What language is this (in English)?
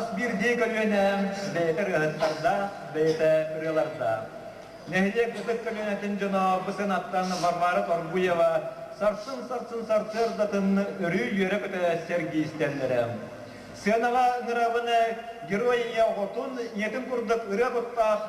Yakut